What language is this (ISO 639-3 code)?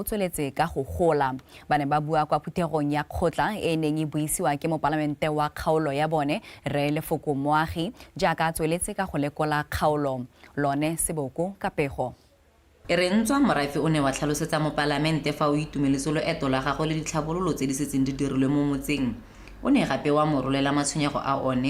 tsn